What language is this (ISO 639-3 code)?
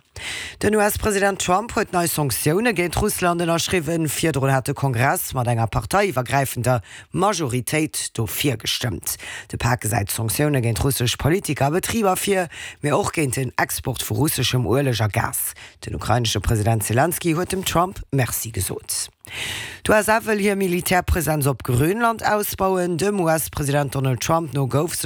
ltz